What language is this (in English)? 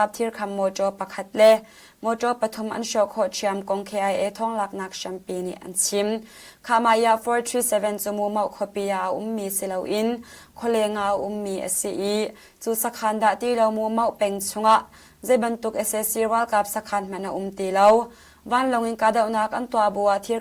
Hakha Chin